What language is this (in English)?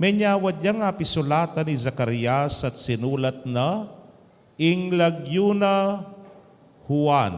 Pampanga